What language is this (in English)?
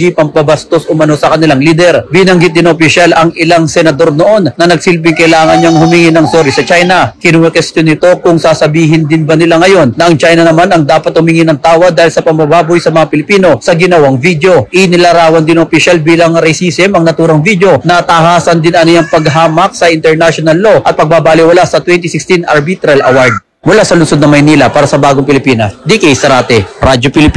Filipino